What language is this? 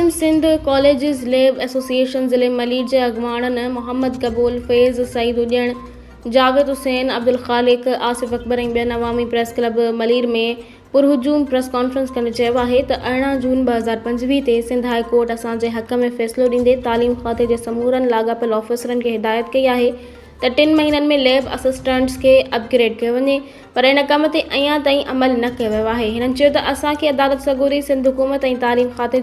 Sindhi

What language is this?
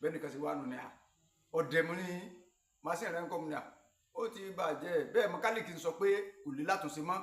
Yoruba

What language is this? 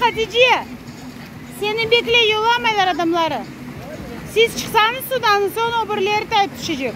Crimean Tatar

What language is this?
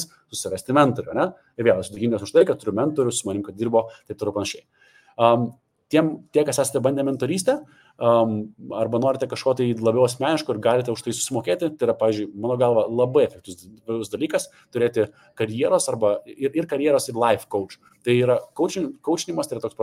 Lithuanian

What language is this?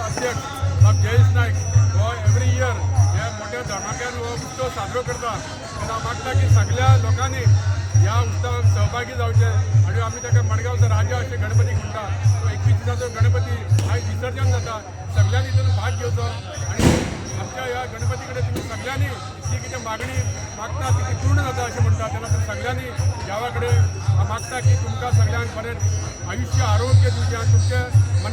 Konkani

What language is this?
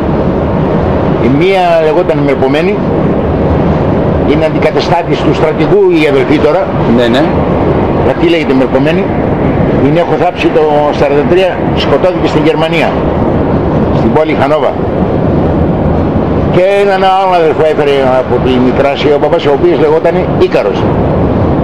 Greek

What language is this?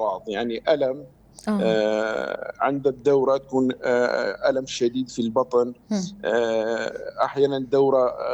North Levantine Arabic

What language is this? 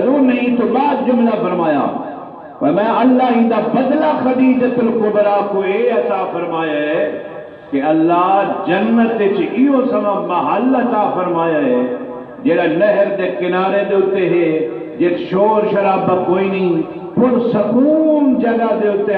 Saraiki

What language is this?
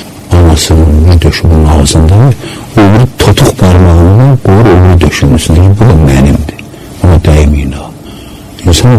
Azerbaijani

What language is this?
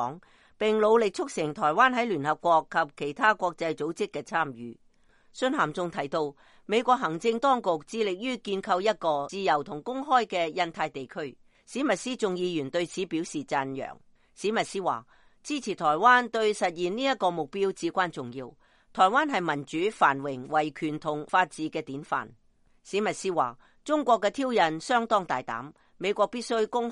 Cantonese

